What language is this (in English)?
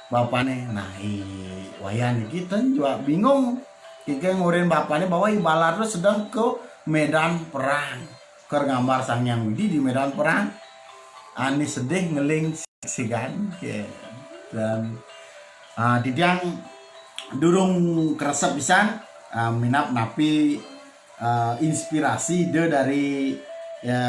Balinese